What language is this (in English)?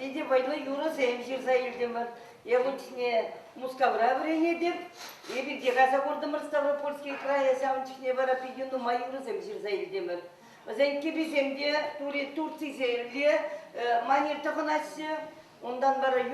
Chuvash